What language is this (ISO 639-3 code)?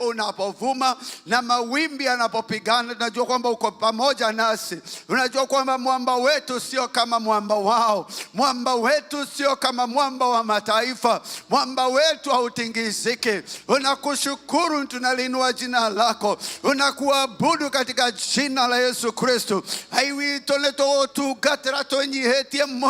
kik